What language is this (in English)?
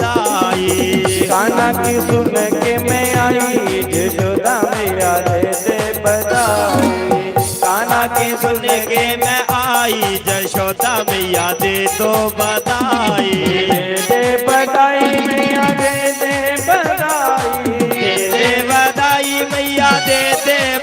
Dogri